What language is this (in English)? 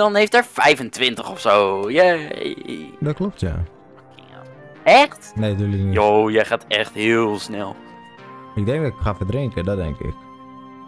Dutch